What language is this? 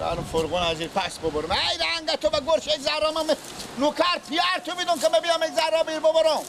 Persian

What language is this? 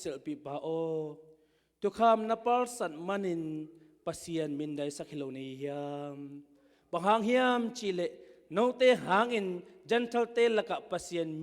Tedim Chin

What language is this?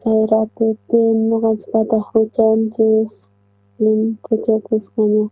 South Bolivian Quechua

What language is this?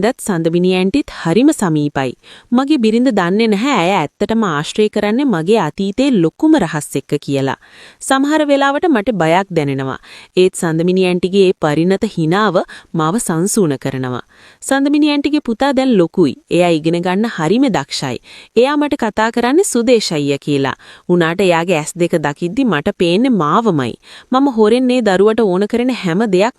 Sinhala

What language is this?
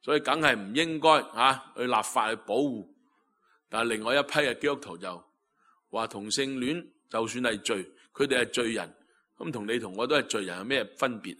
Cantonese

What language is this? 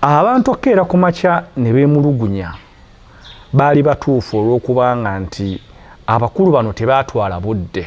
Ganda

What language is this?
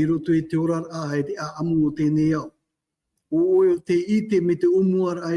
Tahitian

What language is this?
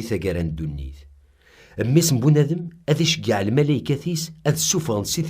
Kabyle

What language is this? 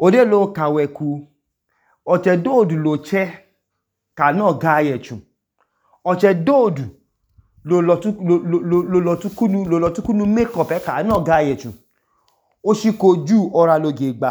Idoma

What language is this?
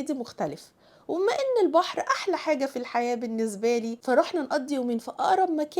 Egyptian Arabic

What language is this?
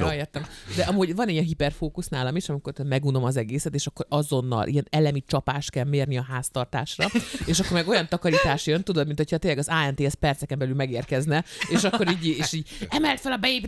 Hungarian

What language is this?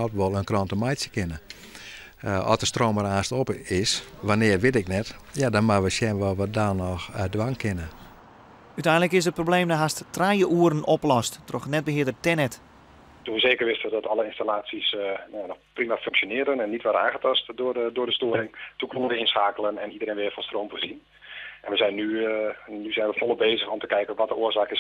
Western Frisian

